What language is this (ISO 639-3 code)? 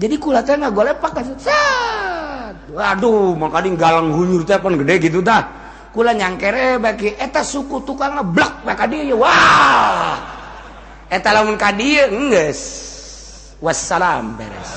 sun